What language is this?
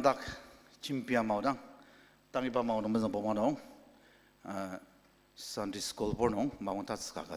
Ao Naga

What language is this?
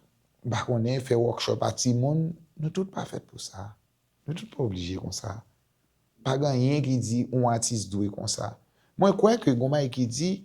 Haitian Creole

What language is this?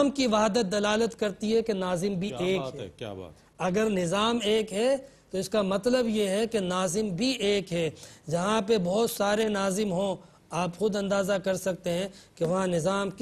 Urdu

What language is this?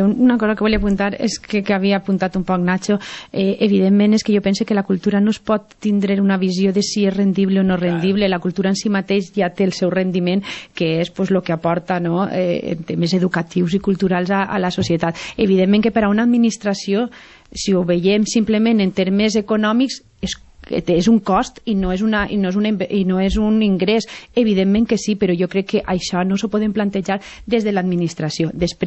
Catalan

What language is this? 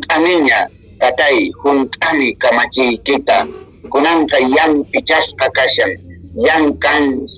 Quechua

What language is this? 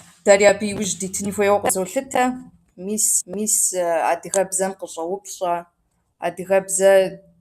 Kabardian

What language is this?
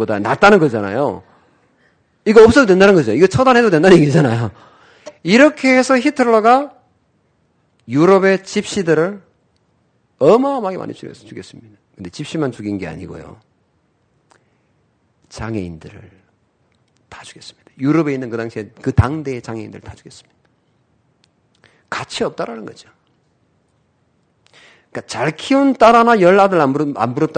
Korean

